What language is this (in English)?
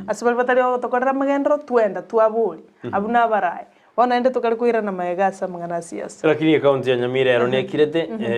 Gusii